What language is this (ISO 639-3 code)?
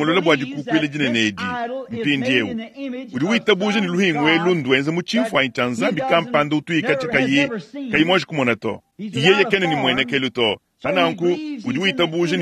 lua